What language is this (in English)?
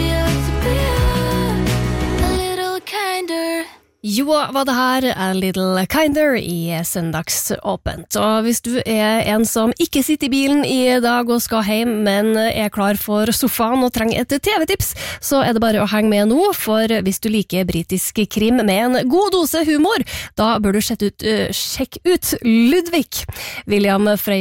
Norwegian